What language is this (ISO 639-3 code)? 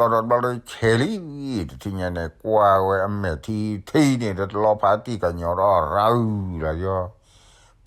ksw